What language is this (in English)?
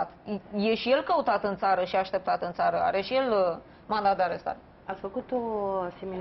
Romanian